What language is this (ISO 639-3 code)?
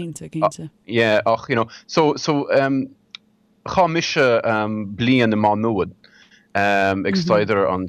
gle